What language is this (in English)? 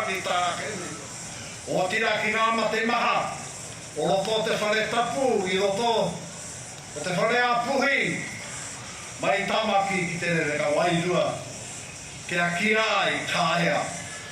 Māori